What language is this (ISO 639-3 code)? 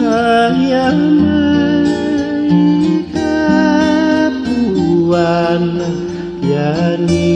haw